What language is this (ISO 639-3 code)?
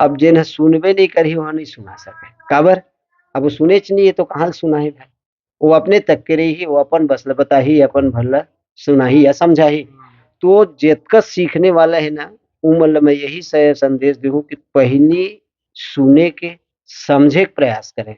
hne